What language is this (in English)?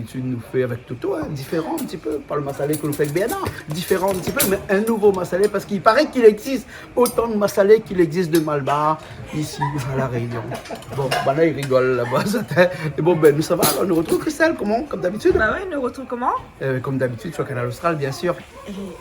Réunion Creole French